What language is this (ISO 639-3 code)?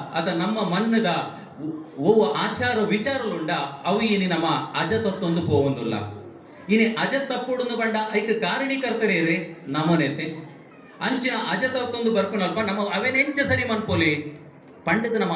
tcy